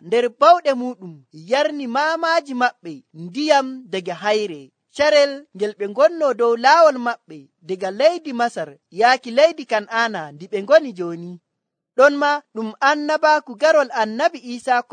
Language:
Nigerian Fulfulde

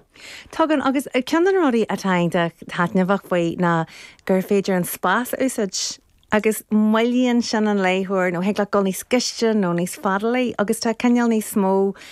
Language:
Irish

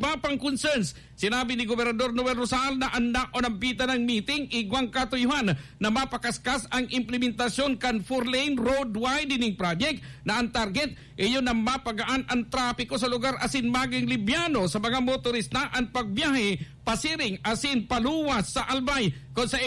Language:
Bikol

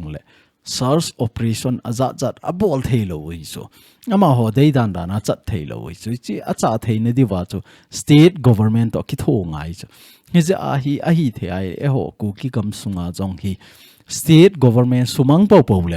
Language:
Thado Chin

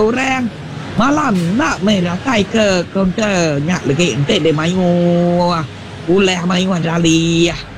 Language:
Iban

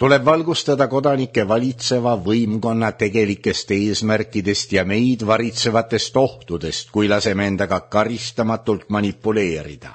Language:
Estonian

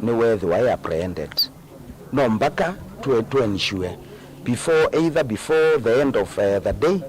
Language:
Kamba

